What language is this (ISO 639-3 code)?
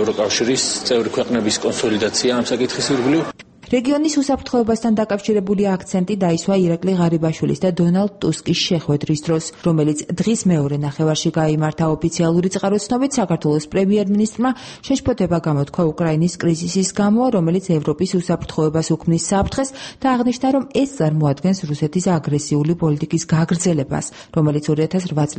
kat